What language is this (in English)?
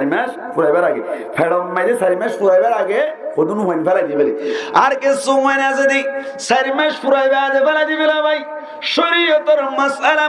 Rohingya